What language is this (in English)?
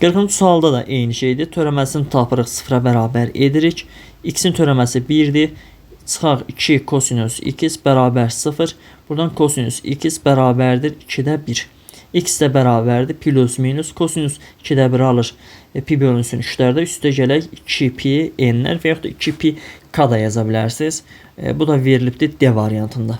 Azerbaijani